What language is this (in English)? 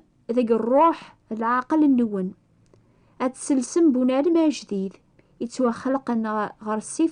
Kabyle